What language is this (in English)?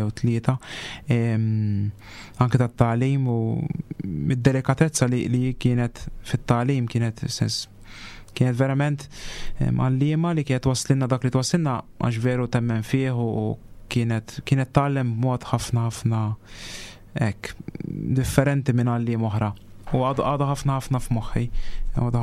Maltese